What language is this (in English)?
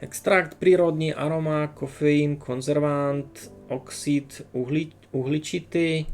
Rusyn